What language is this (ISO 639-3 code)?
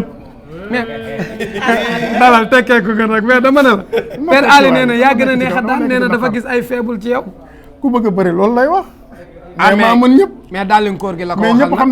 wol